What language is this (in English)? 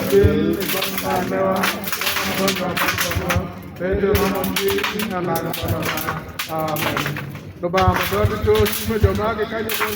Acoli